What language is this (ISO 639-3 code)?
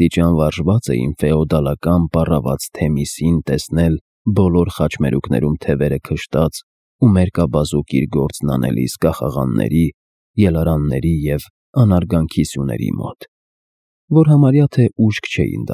hye